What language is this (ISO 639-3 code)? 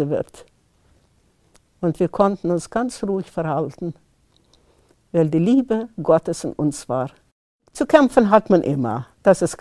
deu